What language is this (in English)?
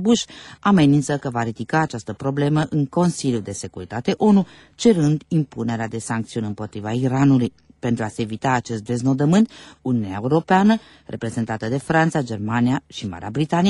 Romanian